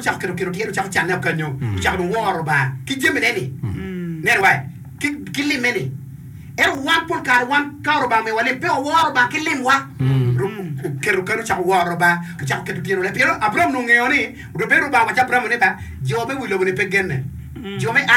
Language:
Acoli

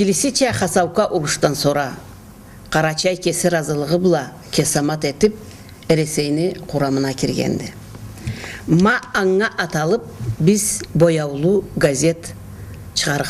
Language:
Karachay-Balkar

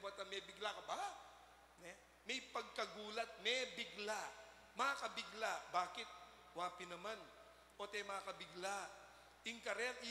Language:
Pampanga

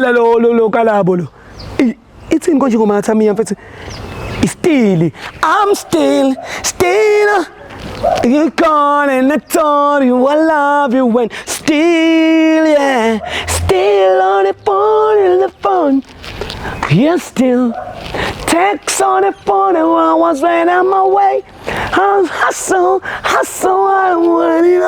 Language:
Zulu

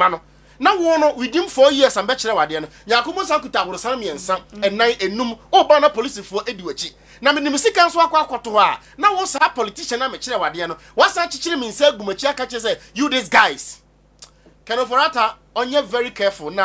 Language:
Akan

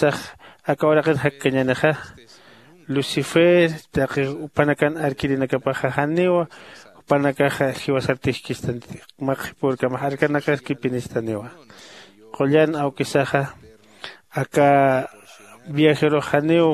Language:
Aymara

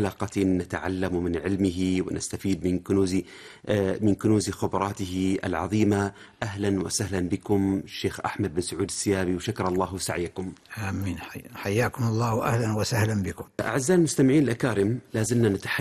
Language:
Arabic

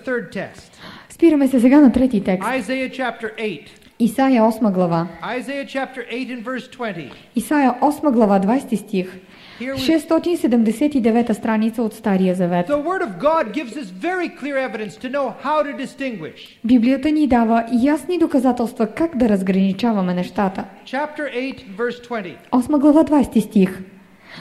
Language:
Bulgarian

